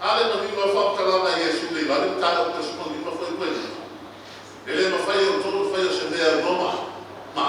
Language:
Samoan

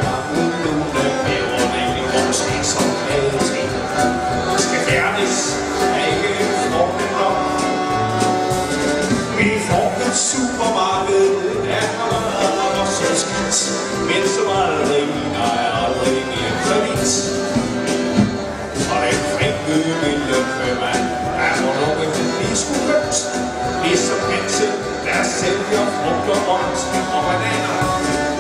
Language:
Danish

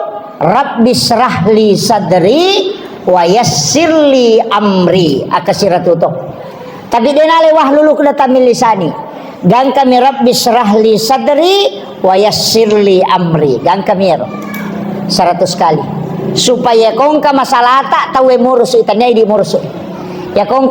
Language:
Buginese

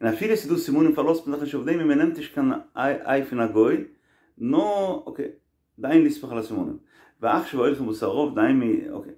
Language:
Yiddish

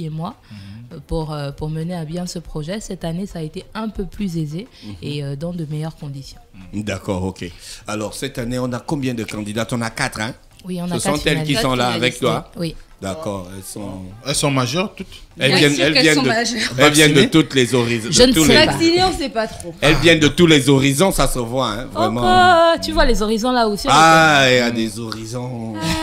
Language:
French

